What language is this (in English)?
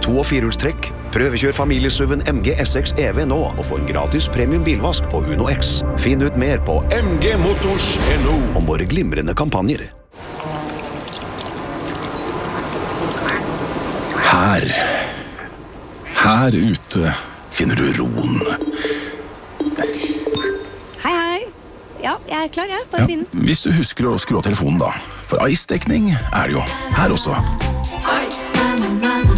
Norwegian